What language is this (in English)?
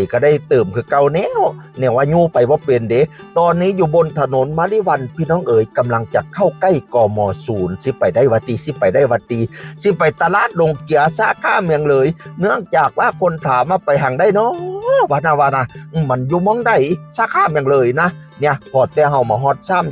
Northeastern Thai